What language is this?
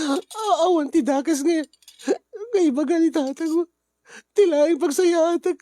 Iloko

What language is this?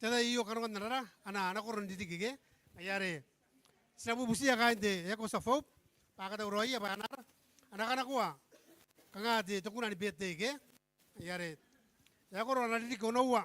Gilbertese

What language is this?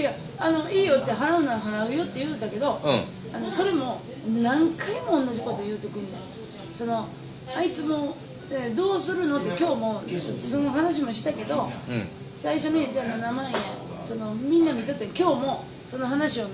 Japanese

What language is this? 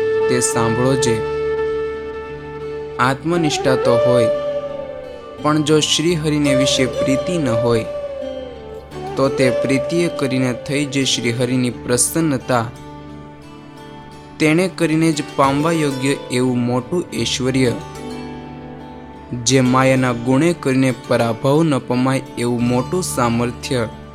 Gujarati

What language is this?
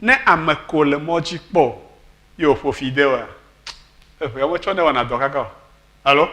Ewe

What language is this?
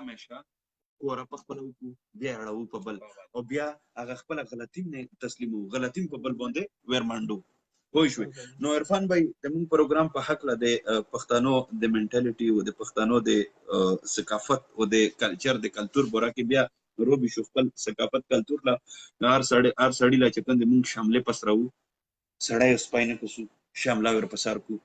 Pashto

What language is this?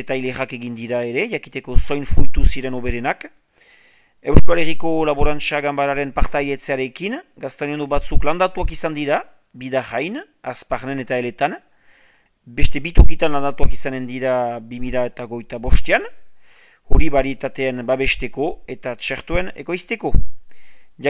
Basque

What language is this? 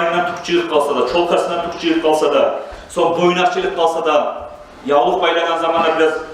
Kumyk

